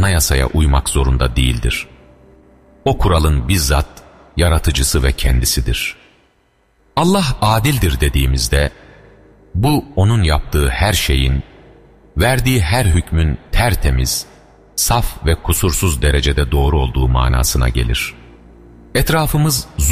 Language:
Turkish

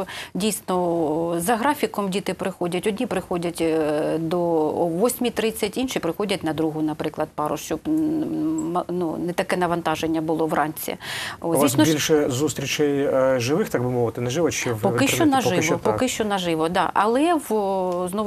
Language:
Ukrainian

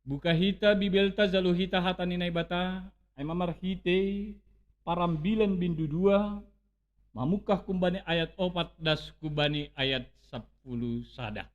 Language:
Batak Simalungun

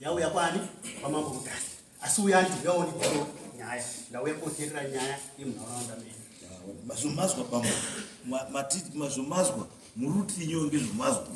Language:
Shona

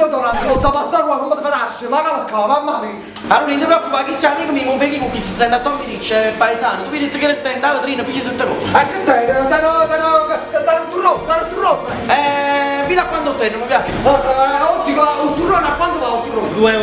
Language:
Neapolitan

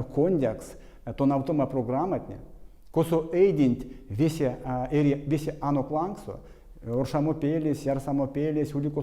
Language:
Erzya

